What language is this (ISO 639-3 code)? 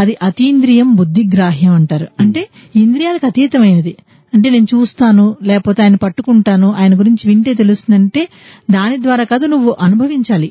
tel